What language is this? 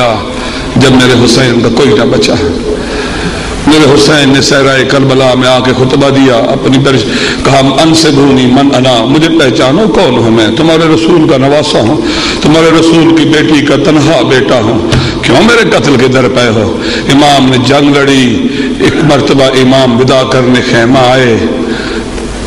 Urdu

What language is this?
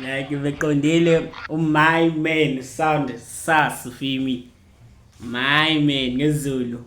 Zulu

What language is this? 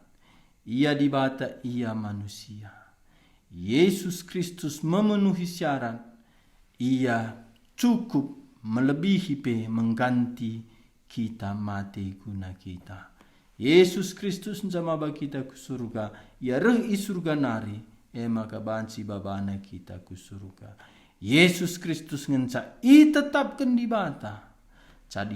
Batak Karo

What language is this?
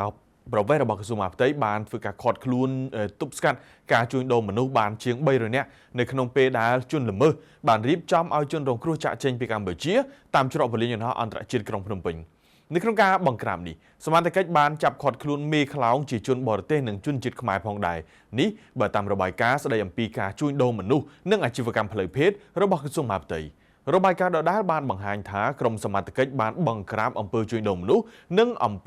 Khmer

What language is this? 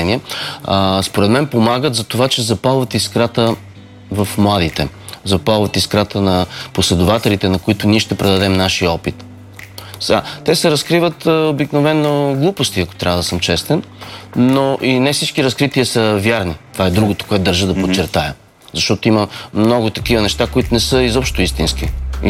Bulgarian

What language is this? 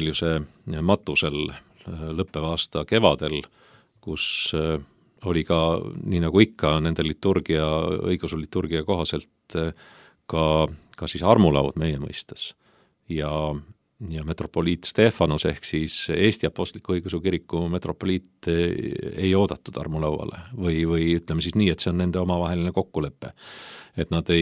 Estonian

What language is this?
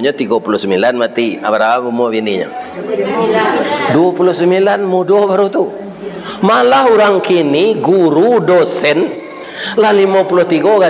Minangkabau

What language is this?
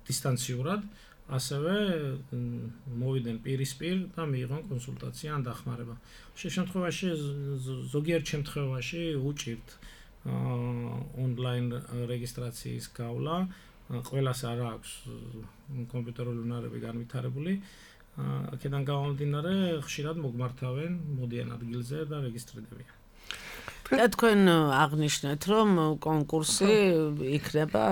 Georgian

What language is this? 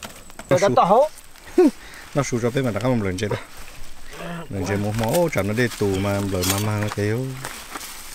Vietnamese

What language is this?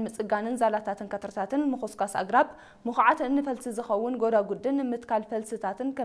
Tigrinya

